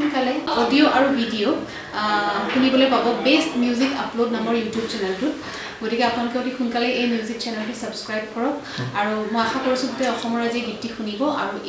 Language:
Assamese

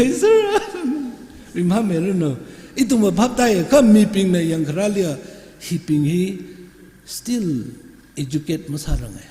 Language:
Tangkhul Naga (India)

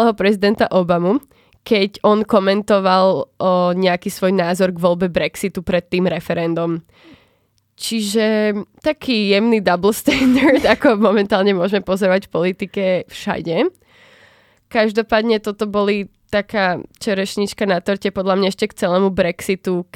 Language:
Slovak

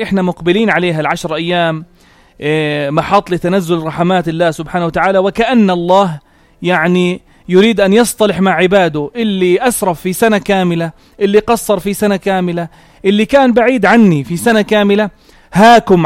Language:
North Levantine Arabic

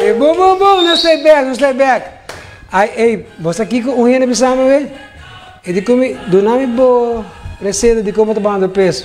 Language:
Papiamento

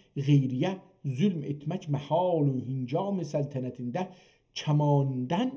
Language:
South Azerbaijani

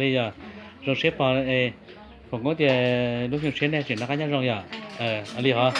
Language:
Hmong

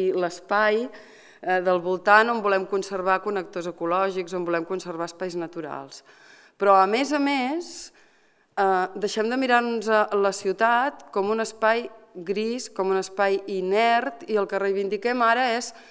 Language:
Catalan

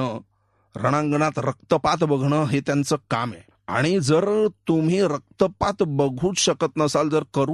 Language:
Marathi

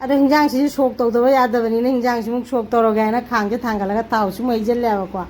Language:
Manipuri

